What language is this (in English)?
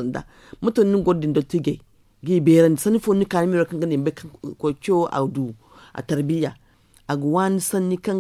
Zarma